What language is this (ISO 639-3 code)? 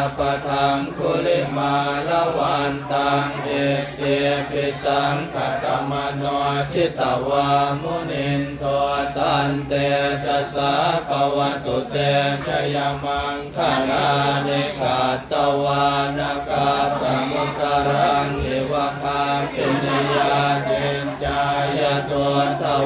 pli